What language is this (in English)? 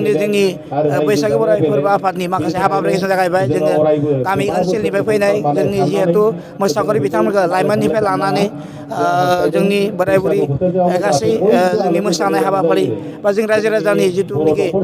Bodo